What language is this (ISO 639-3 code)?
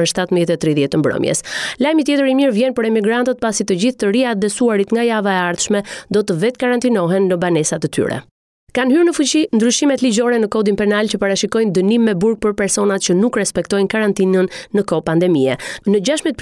sqi